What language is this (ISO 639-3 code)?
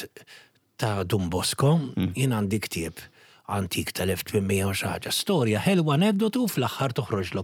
mlt